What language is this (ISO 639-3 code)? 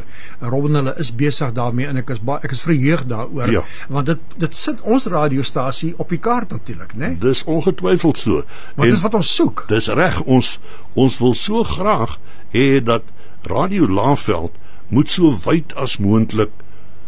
afr